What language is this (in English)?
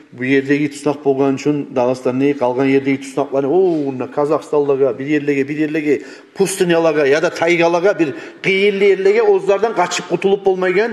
Kumyk